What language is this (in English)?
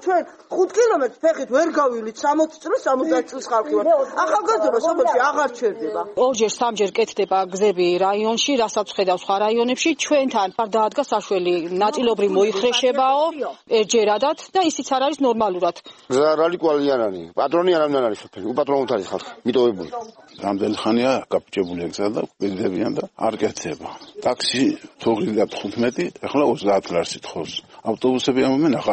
Georgian